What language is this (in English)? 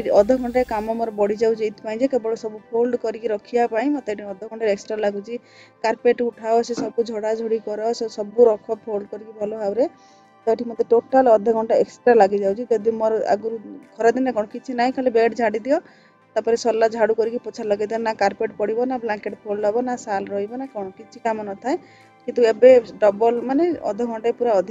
Odia